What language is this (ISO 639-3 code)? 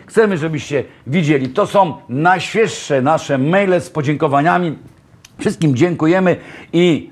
pol